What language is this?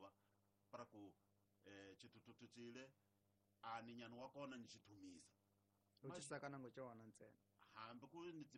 Tsonga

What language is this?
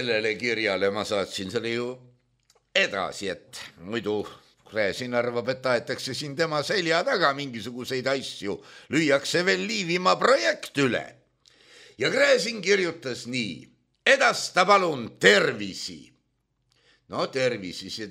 Estonian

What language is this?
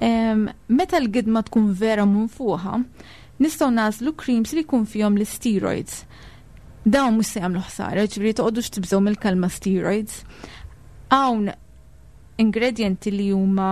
Maltese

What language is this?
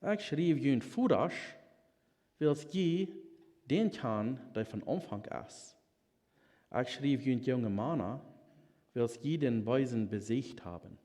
Plautdietsch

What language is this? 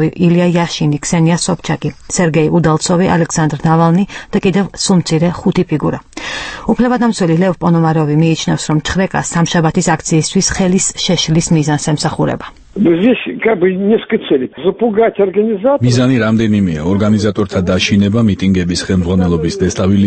Georgian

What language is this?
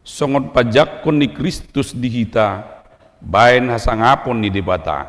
Batak Toba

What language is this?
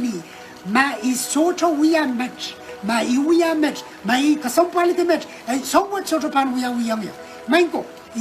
Pohnpeian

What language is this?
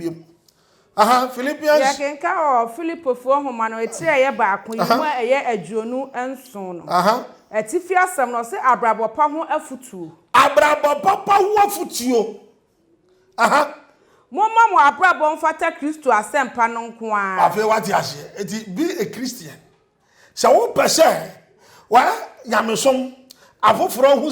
Akan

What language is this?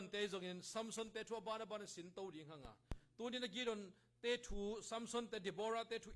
Tedim Chin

